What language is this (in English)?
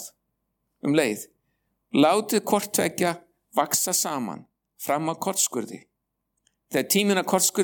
Icelandic